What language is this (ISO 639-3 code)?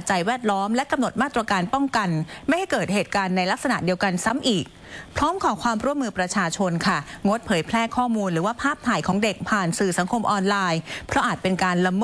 tha